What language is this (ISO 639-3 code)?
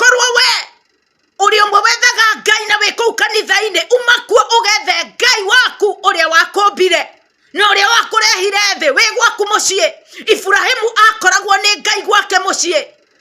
kik